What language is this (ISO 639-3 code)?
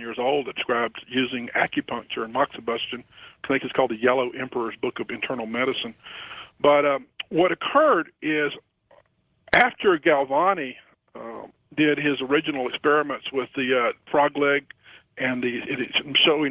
eng